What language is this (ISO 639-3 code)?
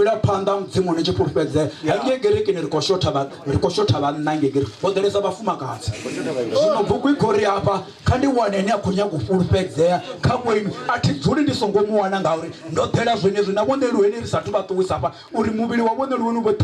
ven